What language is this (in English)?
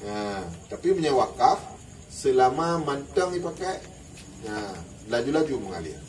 Achinese